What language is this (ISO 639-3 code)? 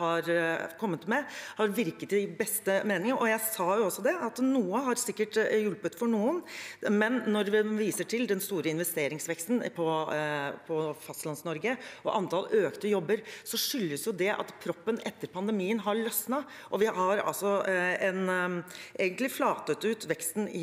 nor